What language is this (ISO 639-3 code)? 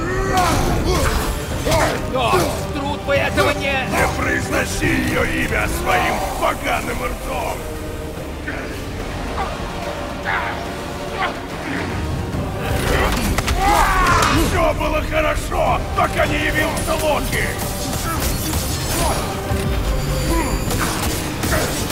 rus